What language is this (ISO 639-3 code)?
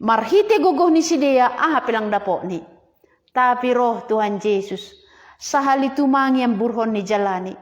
bts